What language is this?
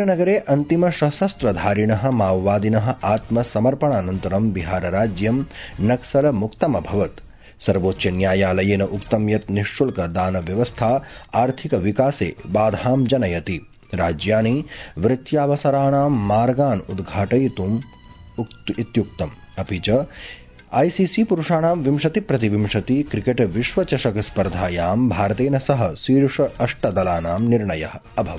Sanskrit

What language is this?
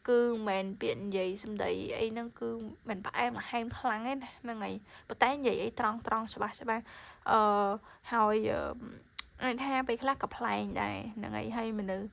Khmer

